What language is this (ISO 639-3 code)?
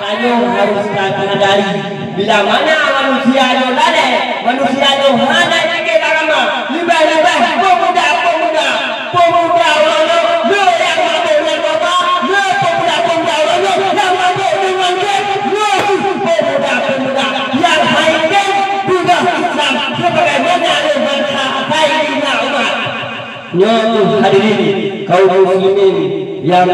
ace